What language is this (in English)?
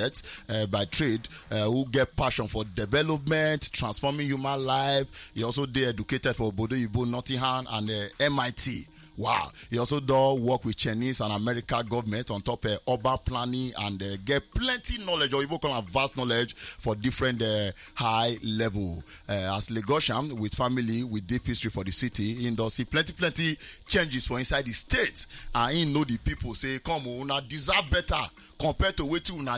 Nigerian Pidgin